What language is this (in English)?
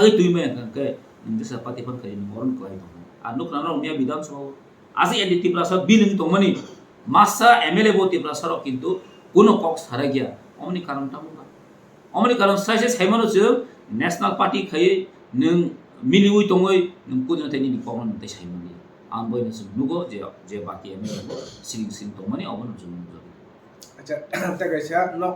Kok Borok